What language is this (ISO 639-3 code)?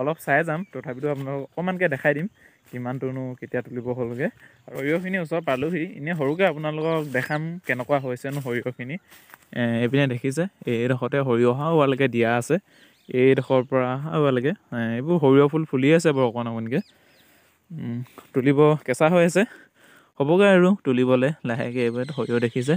asm